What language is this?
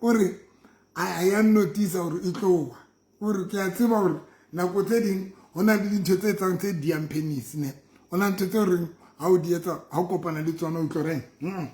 Southern Sotho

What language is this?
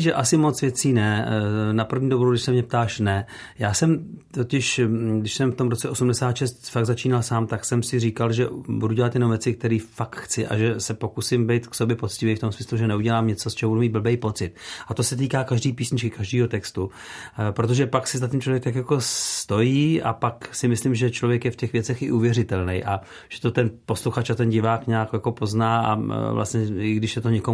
Czech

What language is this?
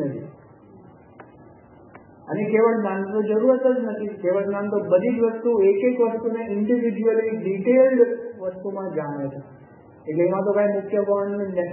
Gujarati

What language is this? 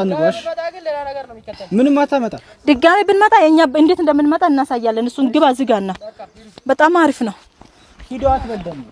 Amharic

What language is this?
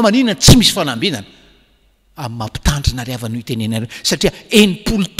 Malagasy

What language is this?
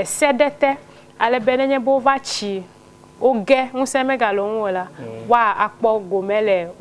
Ewe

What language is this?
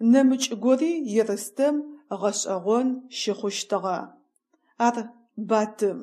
Adyghe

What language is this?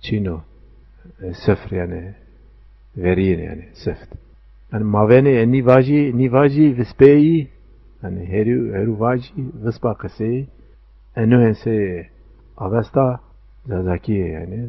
Zaza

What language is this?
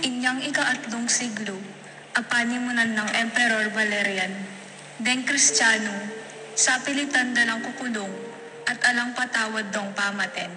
Pampanga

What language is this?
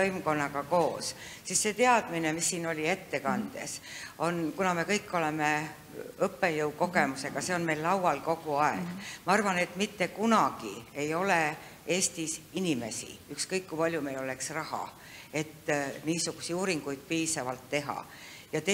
Estonian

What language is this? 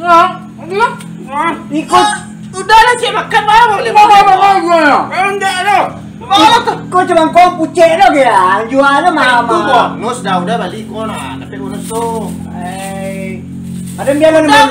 Minangkabau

